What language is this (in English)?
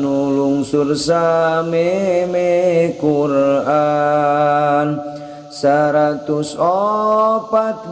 Sundanese